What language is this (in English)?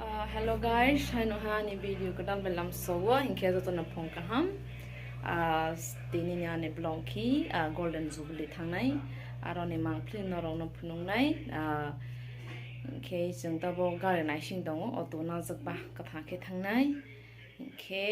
Kok Borok